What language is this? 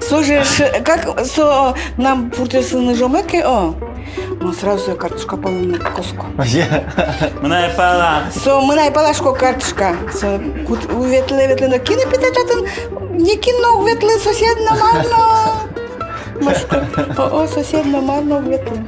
Udmurt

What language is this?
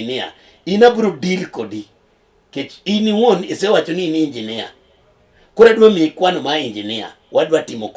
Luo (Kenya and Tanzania)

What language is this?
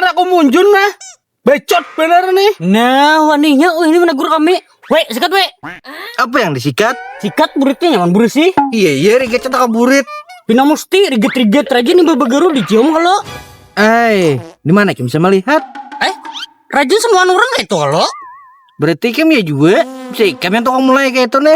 Banjar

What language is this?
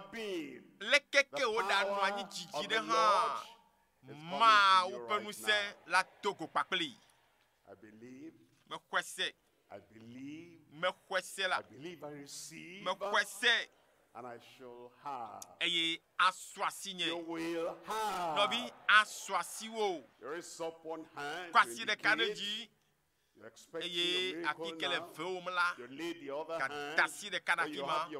Ewe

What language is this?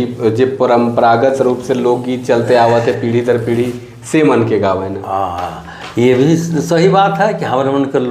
Sadri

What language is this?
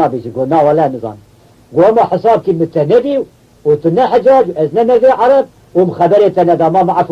Kurdish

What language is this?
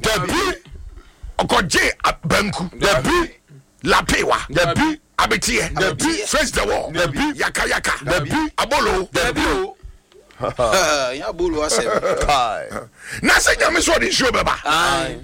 Akan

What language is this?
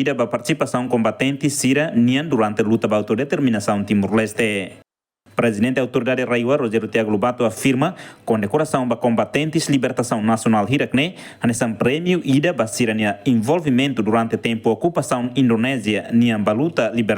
Tetum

